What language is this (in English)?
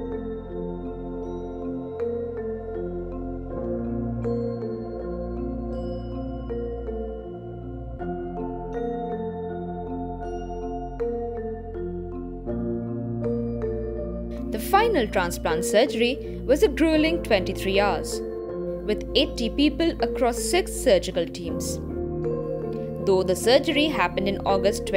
English